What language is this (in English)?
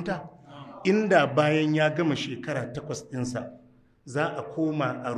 Hausa